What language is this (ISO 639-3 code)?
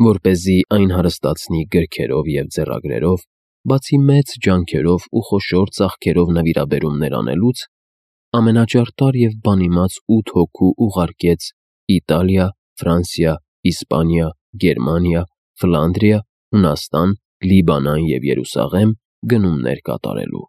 hye